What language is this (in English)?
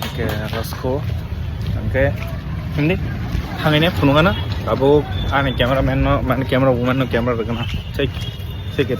Kok Borok